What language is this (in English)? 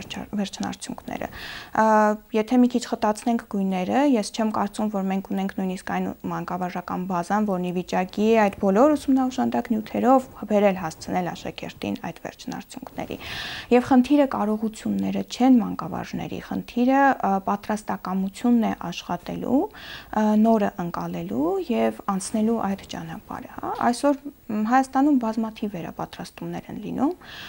Armenian